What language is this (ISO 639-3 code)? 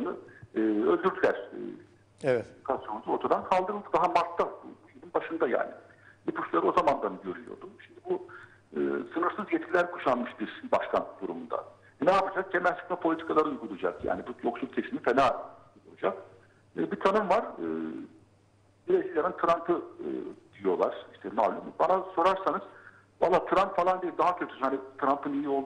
tur